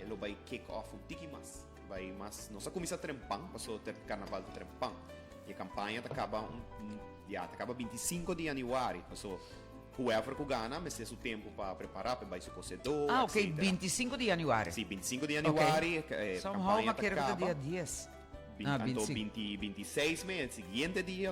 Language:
Papiamento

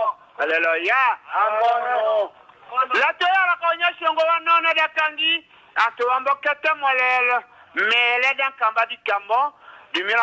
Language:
Tetela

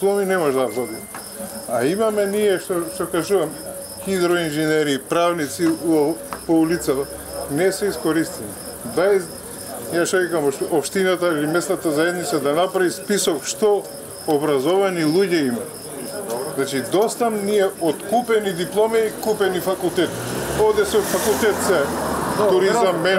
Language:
Macedonian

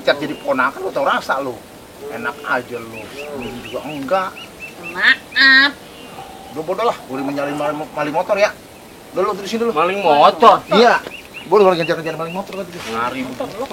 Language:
Betawi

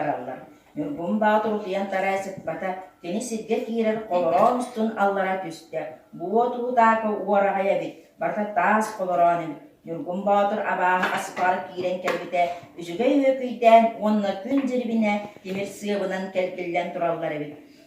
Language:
Yakut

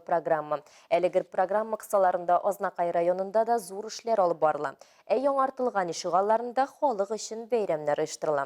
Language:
Tatar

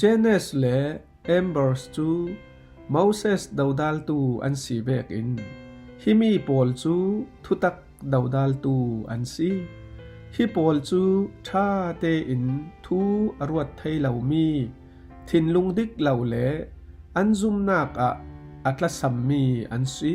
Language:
Falam Chin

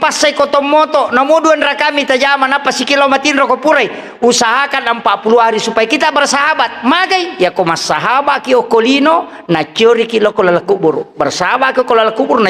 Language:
Buginese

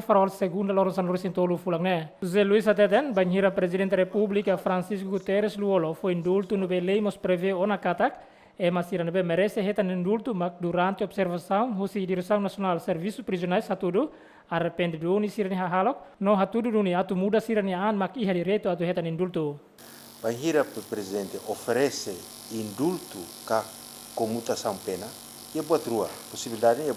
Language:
Tetum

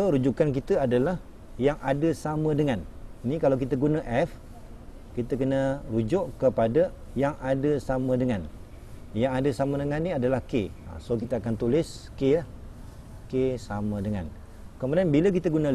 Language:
Malay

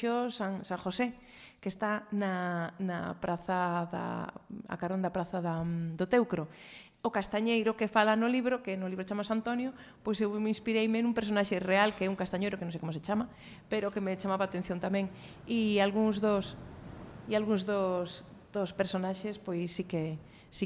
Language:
Galician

